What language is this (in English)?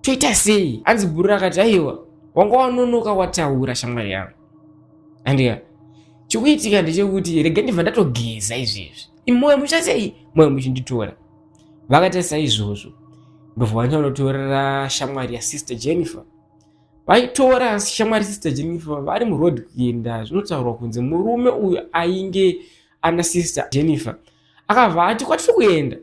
Shona